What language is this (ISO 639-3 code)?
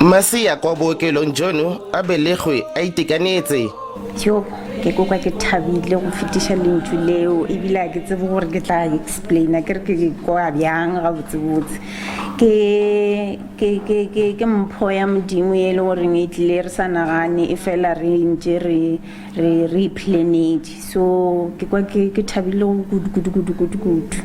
nso